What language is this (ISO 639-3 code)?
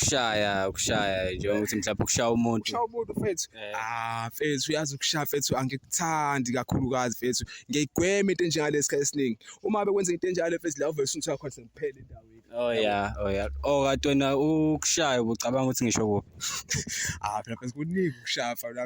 zul